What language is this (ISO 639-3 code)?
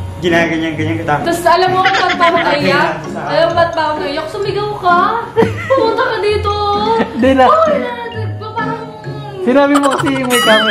fil